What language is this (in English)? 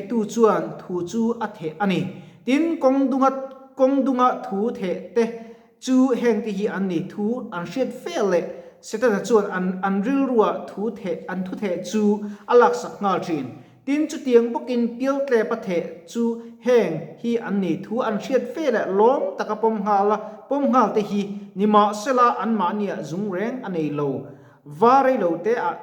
Mizo